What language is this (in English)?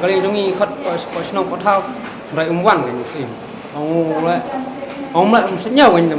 Khasi